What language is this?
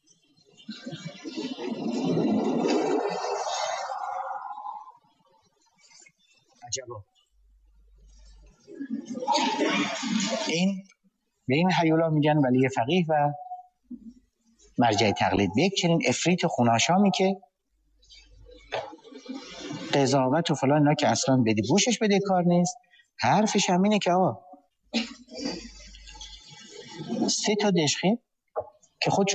Persian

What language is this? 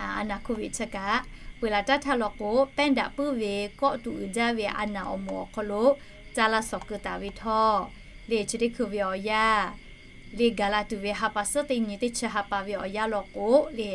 Lahu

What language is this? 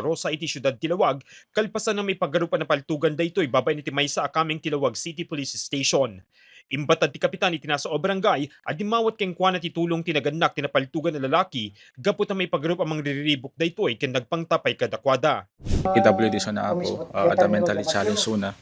Iloko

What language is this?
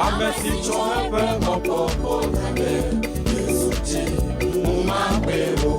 Ewe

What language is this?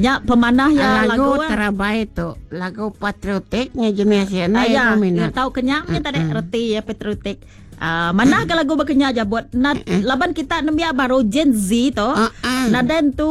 Iban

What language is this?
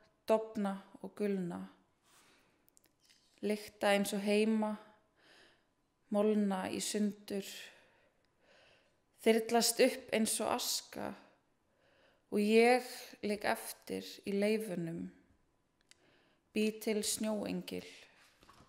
Icelandic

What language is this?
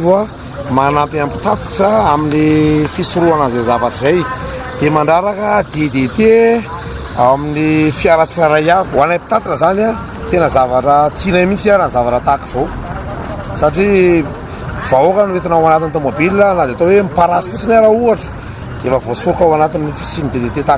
Malagasy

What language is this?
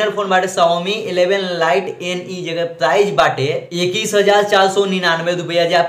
Bhojpuri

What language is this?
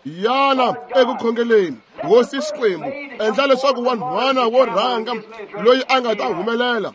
Tsonga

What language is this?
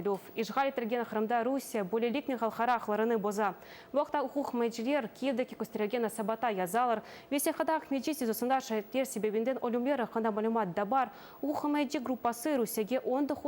Crimean Tatar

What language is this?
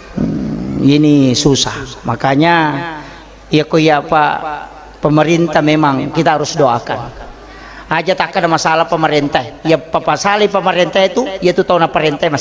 Buginese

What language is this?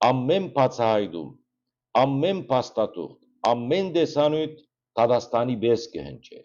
Western Armenian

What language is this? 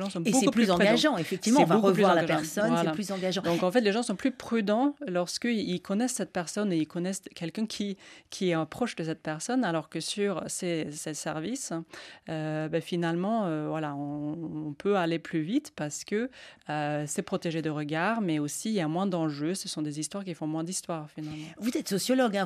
French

